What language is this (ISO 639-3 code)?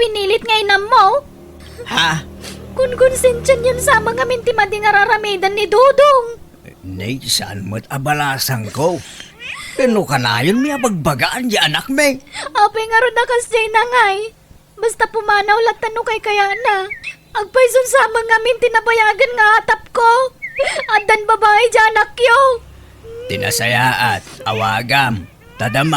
ilo